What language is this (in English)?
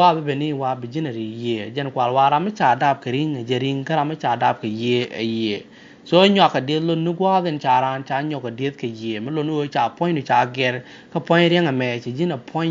Nuer